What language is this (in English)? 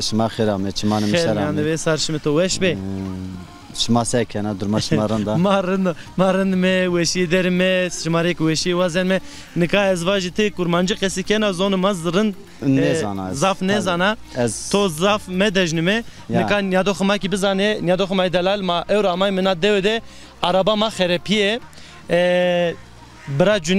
Zaza